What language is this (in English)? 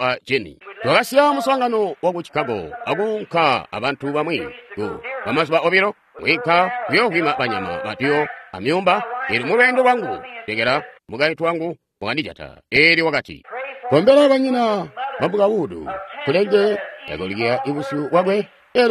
Tonga (Zambia)